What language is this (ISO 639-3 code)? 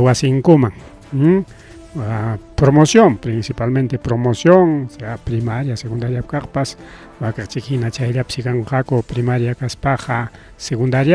quy